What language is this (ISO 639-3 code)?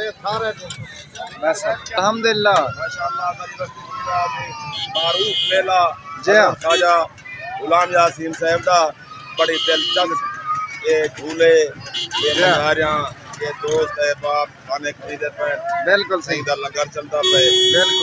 skr